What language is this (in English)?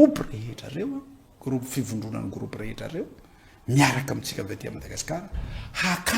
Malagasy